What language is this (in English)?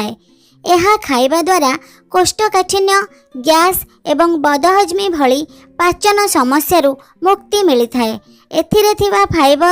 Odia